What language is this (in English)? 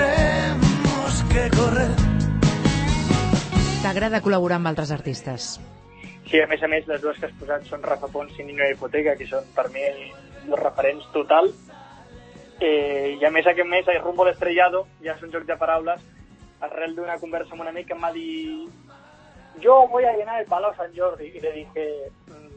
Catalan